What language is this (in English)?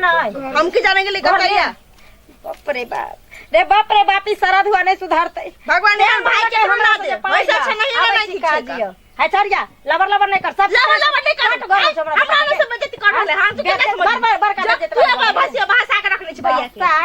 Maithili